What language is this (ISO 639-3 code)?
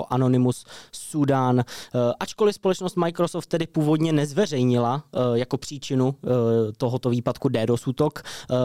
ces